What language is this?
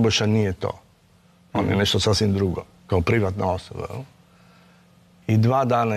Croatian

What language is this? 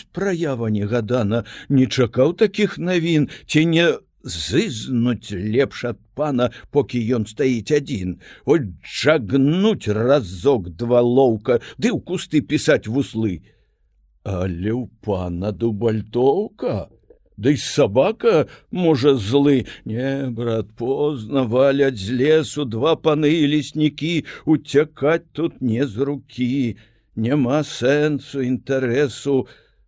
Belarusian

